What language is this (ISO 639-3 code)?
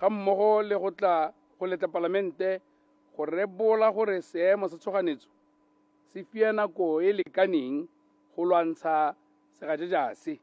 tsn